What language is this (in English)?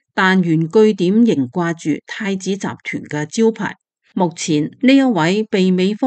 Cantonese